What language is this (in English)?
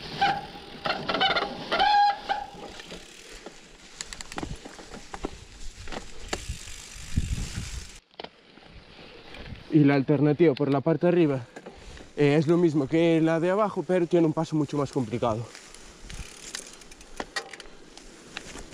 Spanish